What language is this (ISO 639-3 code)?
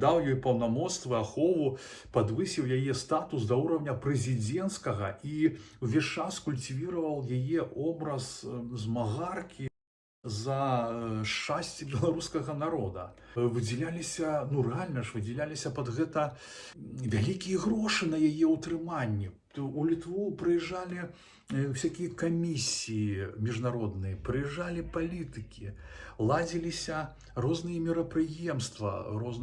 bel